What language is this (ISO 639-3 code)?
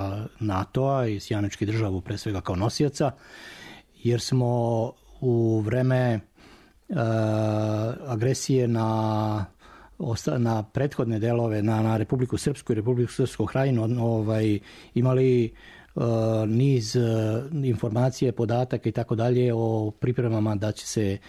srp